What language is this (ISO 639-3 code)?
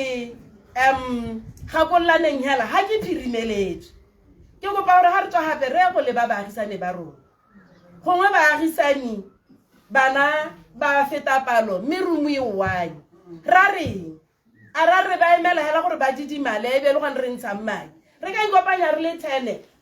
tsn